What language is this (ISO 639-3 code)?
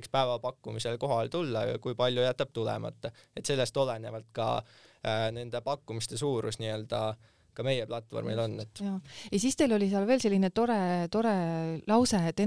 est